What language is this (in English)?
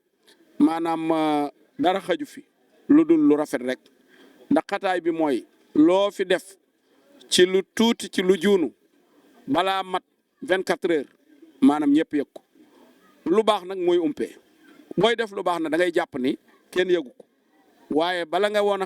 Wolof